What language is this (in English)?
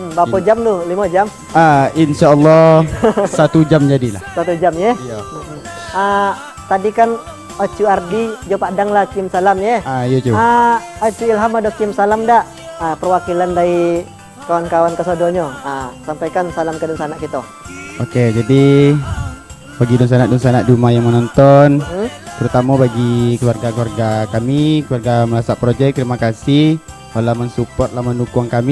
Minangkabau